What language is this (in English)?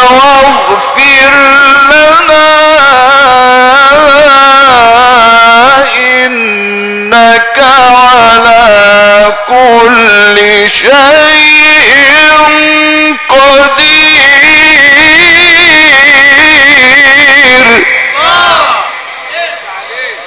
Arabic